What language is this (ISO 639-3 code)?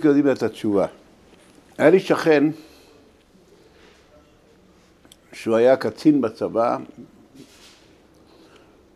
heb